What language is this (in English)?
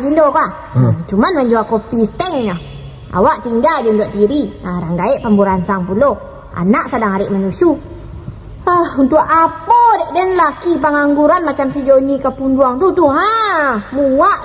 Minangkabau